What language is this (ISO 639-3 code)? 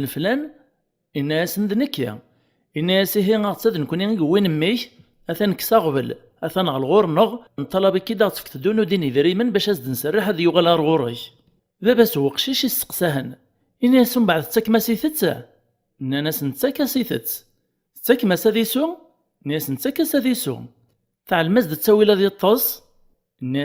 kab